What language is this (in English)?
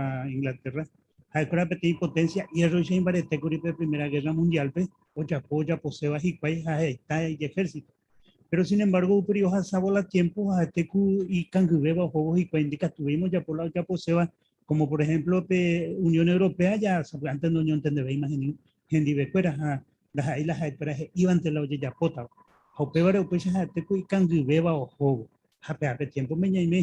Guarani